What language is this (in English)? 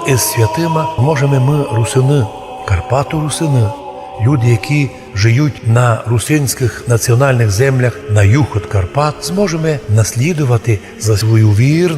Rusyn